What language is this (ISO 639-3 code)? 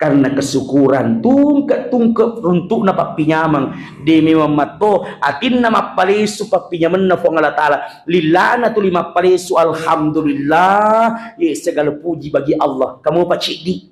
bug